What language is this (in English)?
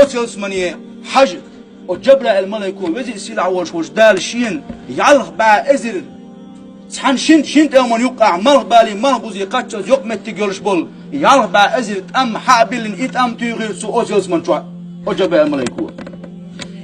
Chechen